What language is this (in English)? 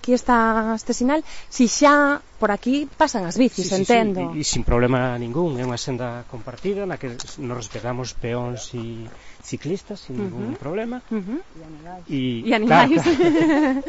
Galician